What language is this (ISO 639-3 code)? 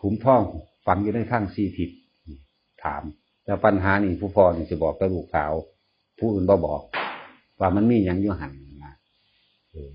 tts